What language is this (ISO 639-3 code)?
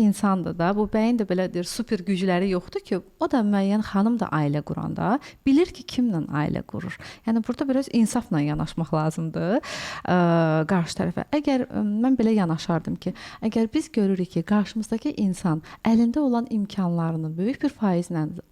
aze